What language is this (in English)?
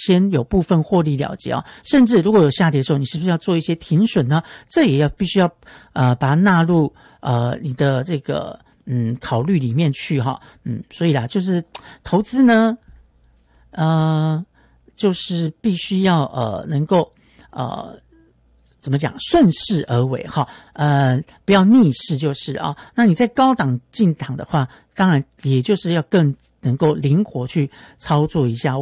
Chinese